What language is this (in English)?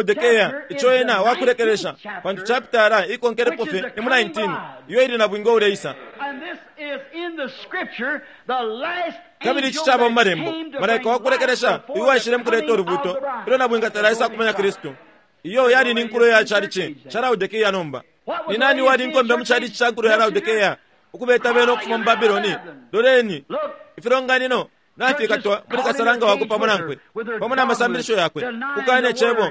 Bemba